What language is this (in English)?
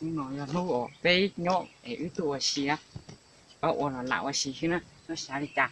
Hmong